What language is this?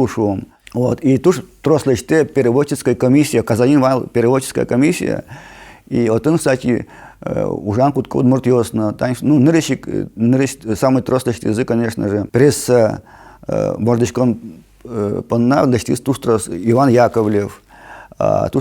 Udmurt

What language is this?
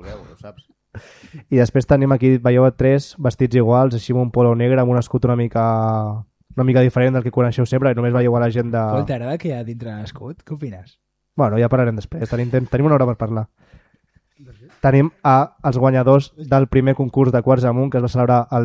Catalan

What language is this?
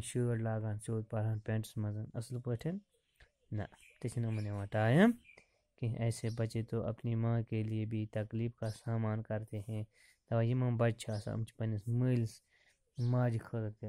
Kashmiri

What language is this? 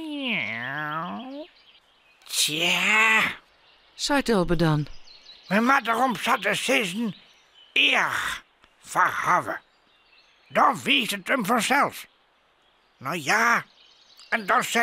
Western Frisian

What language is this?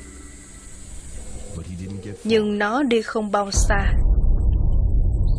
Vietnamese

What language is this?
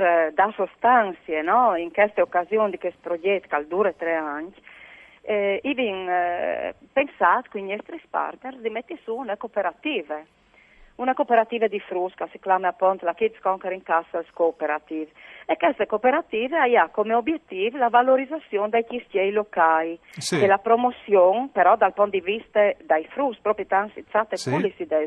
Friulian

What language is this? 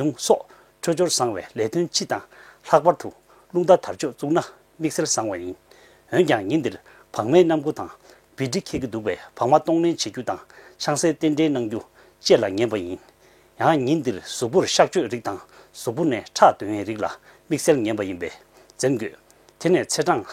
Tibetan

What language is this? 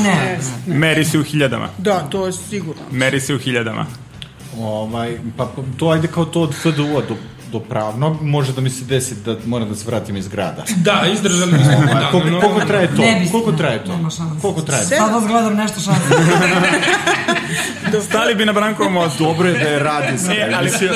Serbian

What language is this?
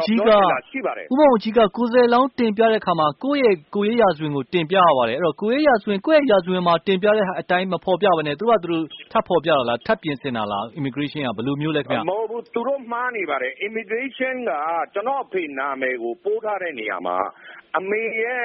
Burmese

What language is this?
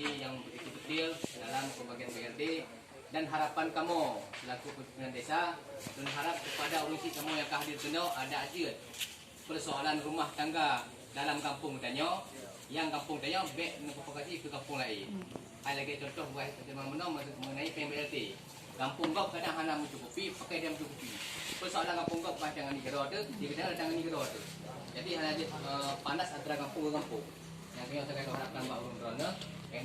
Achinese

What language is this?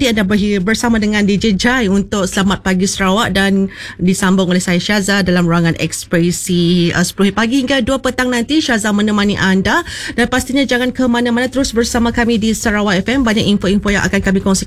Malay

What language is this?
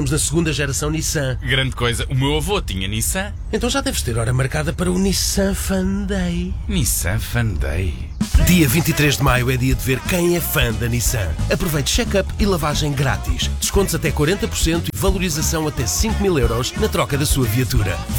Portuguese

